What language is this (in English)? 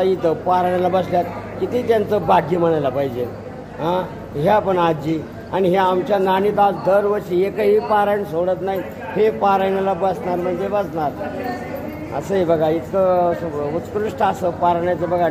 Marathi